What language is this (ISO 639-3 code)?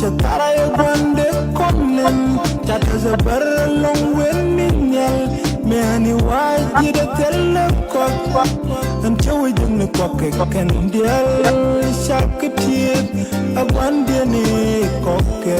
nus